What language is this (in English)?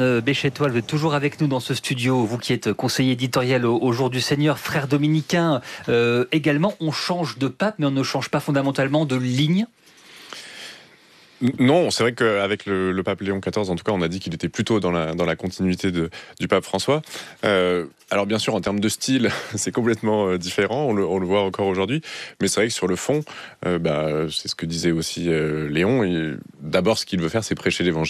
French